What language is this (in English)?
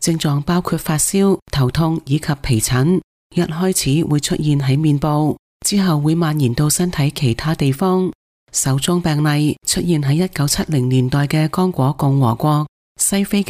Cantonese